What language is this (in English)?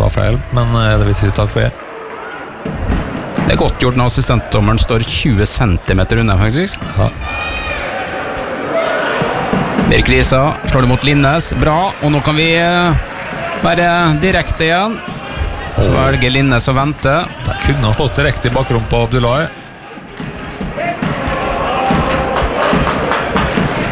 Norwegian